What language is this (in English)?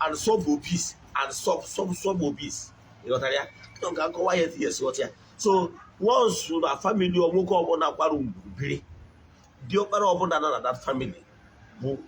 Igbo